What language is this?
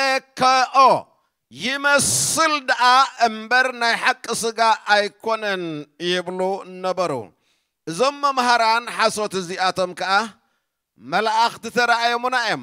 Tigrinya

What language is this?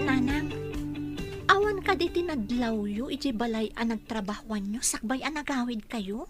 Iloko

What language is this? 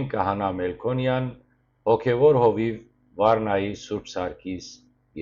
Western Armenian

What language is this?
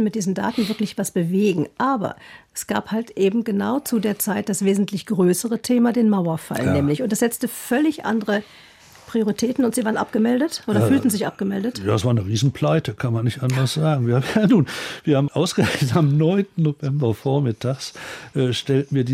German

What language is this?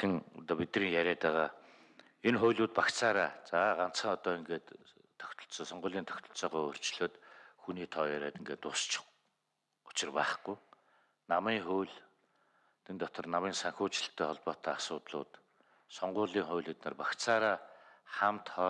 Mongolian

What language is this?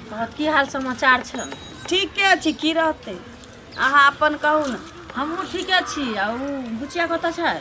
Maithili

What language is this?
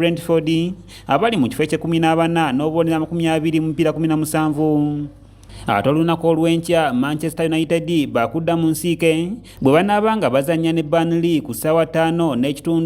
Ganda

